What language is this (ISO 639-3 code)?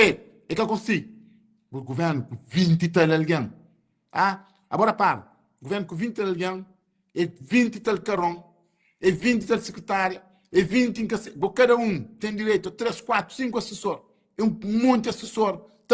kea